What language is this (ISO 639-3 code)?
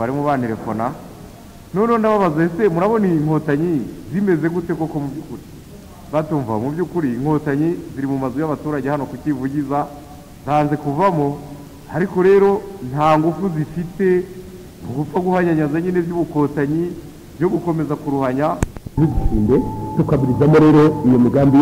kin